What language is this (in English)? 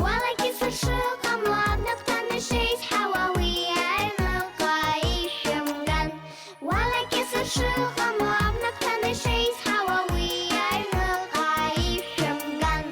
Abkhazian